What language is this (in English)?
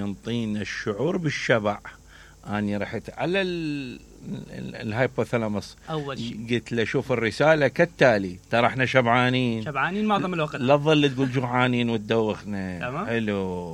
Mesopotamian Arabic